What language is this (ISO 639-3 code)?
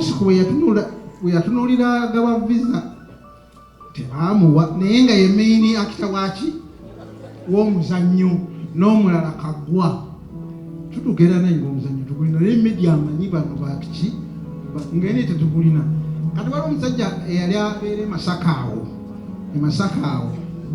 lug